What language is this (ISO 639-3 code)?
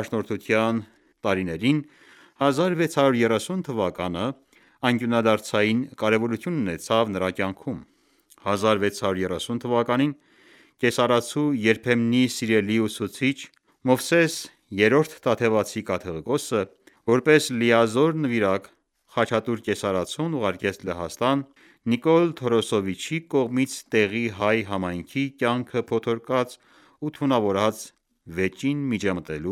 hye